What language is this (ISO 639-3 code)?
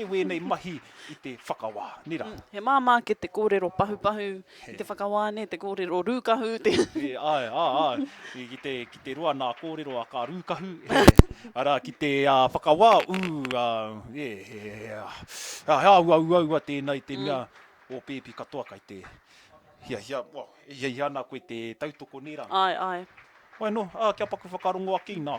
mri